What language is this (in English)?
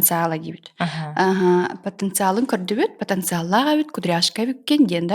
Yakut